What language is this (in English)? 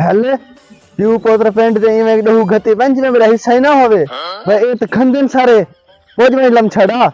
Saraiki